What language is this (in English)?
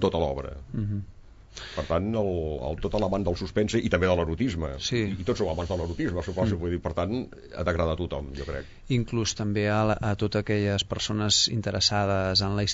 Catalan